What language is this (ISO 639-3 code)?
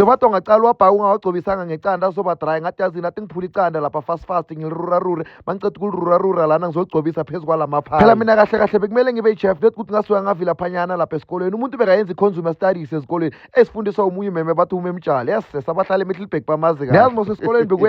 zul